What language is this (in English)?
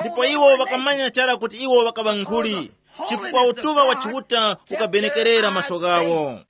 Tumbuka